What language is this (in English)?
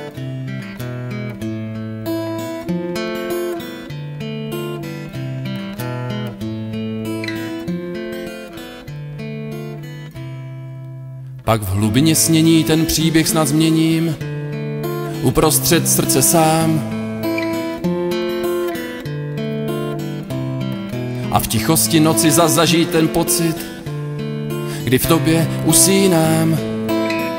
Czech